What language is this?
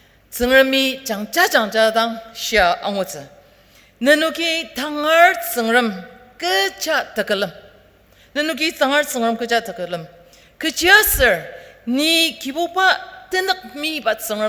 Ao Naga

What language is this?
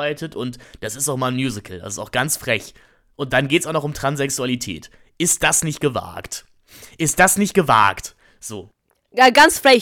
German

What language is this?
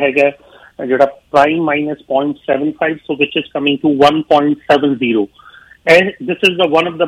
Punjabi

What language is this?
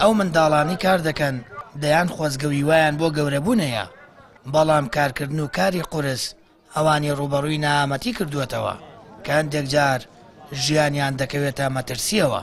Central Kurdish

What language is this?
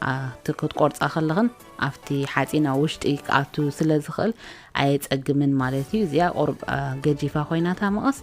Tigrinya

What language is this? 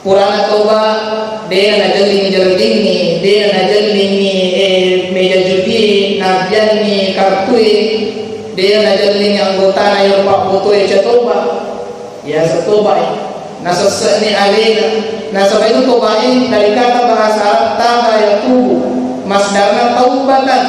Buginese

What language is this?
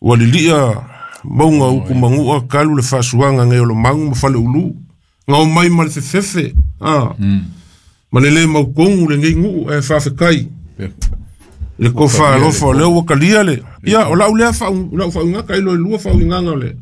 Samoan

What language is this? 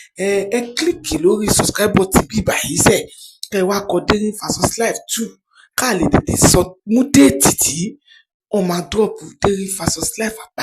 Yoruba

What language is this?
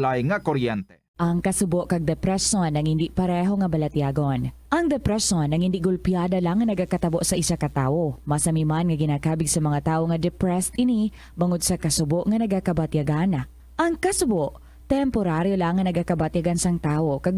Hiligaynon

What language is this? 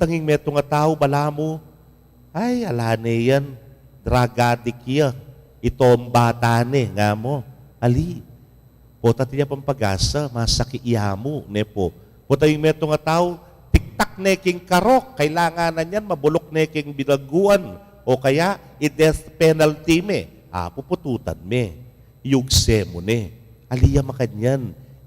Pampanga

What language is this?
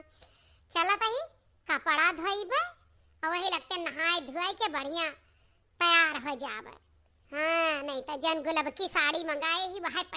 Awadhi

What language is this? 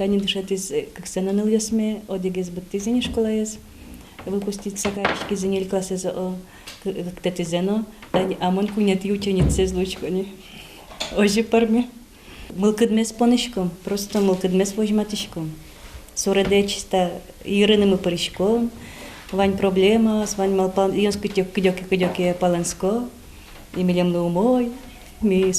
Udmurt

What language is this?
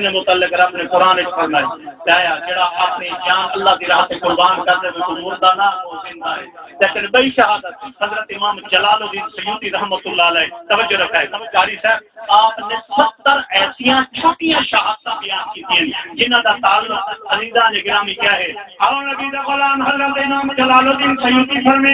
Saraiki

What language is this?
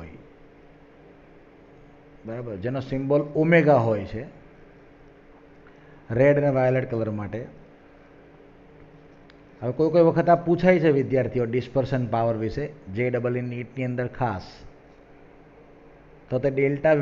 Gujarati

